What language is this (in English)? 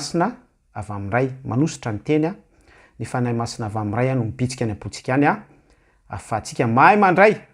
Malagasy